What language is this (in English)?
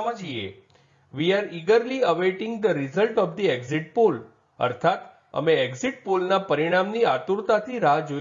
Gujarati